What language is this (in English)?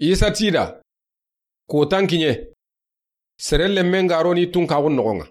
Soninke